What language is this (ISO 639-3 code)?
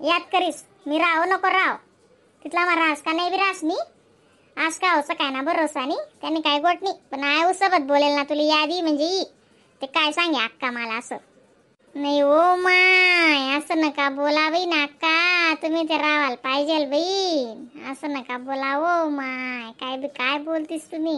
khn